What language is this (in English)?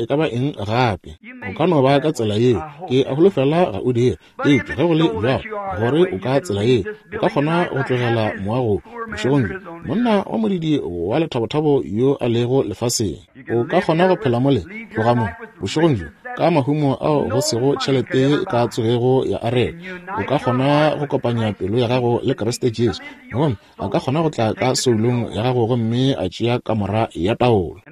Northern Sotho